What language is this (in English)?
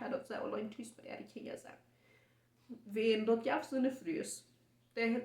Plautdietsch